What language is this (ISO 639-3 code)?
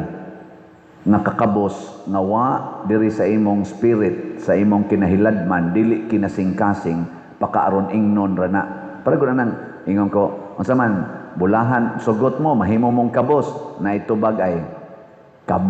ceb